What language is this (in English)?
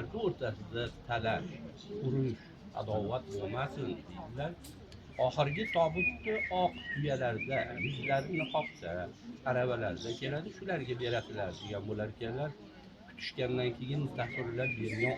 Uzbek